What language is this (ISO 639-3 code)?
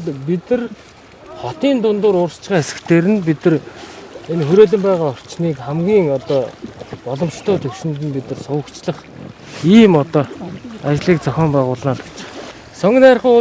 mon